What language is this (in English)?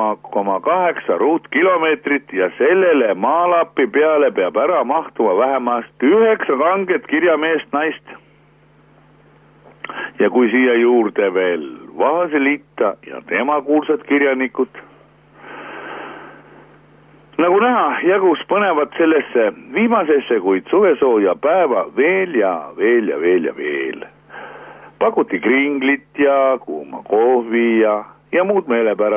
Estonian